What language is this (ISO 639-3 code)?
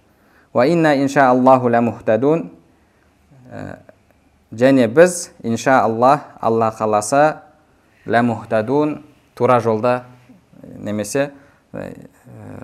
kaz